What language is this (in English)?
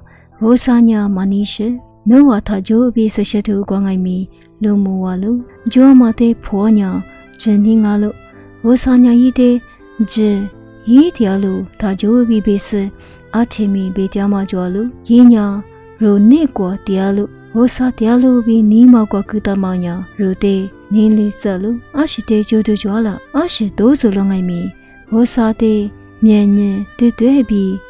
Lisu